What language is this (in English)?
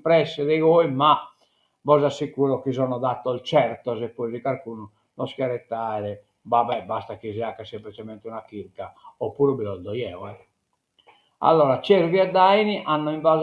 Sardinian